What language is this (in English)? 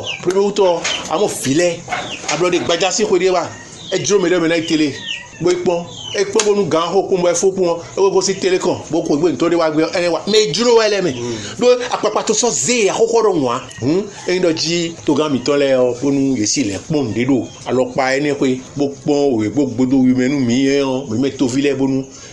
Fon